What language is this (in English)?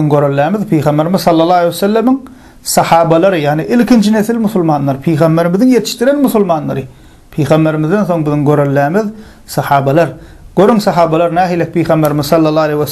Turkmen